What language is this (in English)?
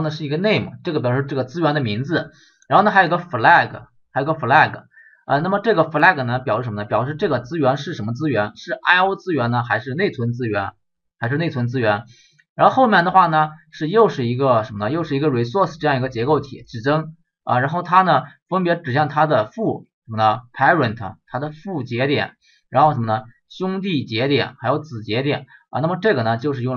Chinese